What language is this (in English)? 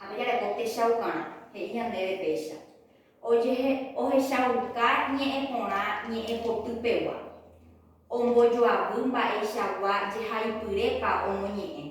Guarani